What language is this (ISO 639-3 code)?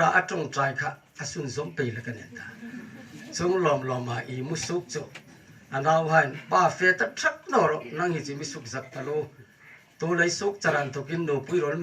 hmr